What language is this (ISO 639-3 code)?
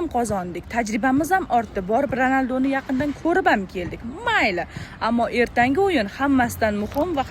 uzb